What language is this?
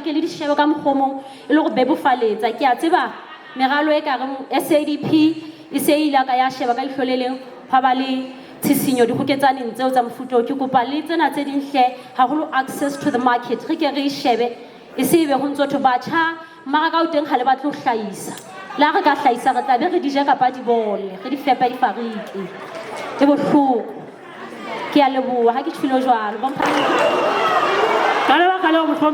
Southern Sotho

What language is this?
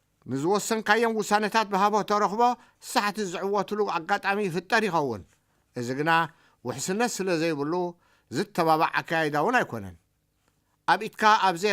Tigrinya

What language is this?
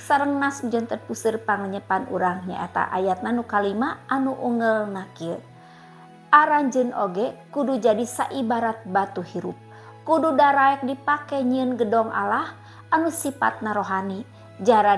Sundanese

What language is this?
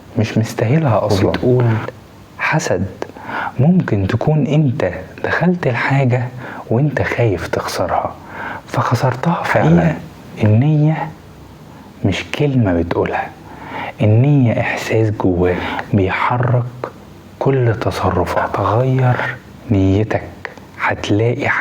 Egyptian Arabic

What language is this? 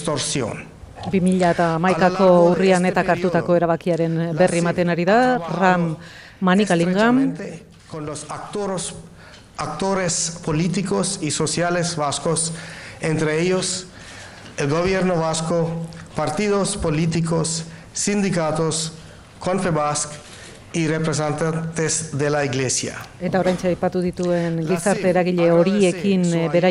Basque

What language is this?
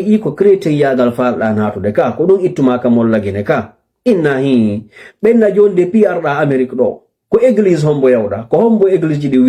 Fula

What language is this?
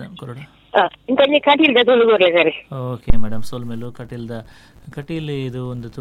Kannada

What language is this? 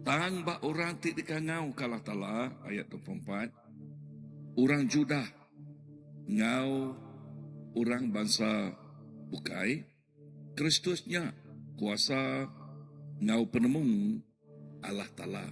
Iban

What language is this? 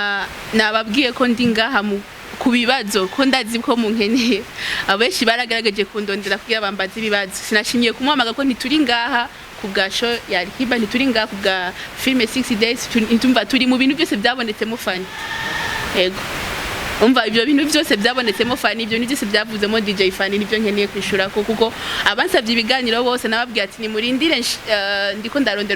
Rundi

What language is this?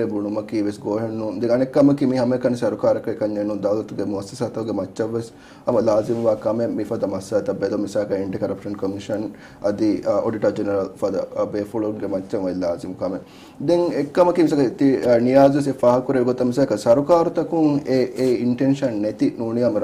Divehi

